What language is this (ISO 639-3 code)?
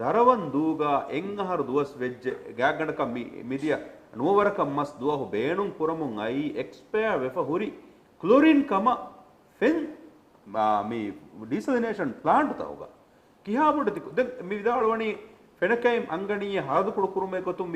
div